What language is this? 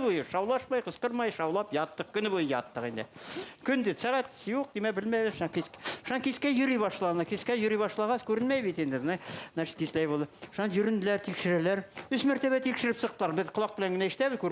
Bashkir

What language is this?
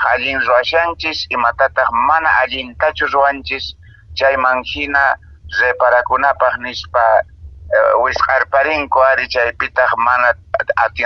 Quechua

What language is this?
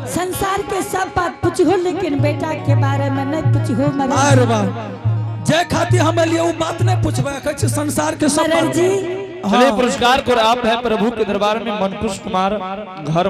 Angika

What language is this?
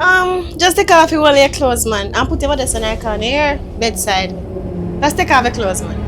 Jamaican Creole English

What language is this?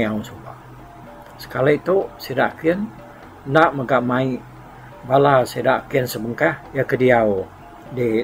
Iban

